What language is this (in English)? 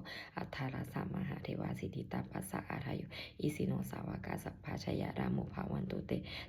Pali